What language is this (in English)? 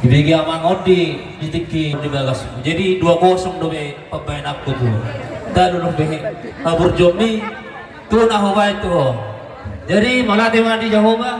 Batak Toba